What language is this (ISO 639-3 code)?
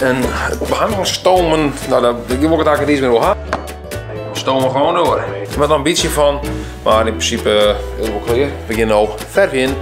fry